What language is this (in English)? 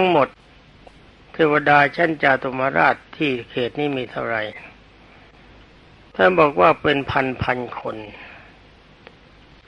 Thai